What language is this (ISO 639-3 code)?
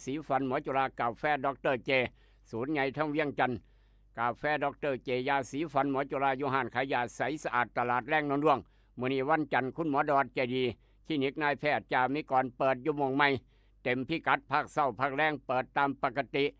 tts